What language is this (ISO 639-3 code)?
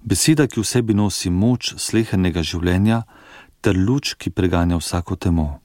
slv